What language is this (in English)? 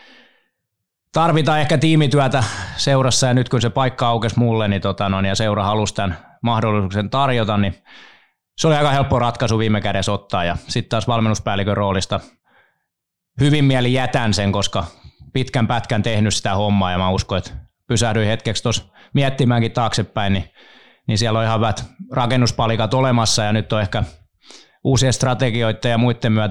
Finnish